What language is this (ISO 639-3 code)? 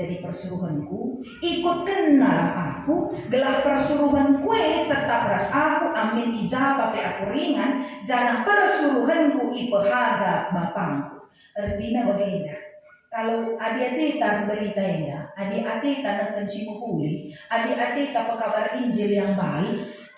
btx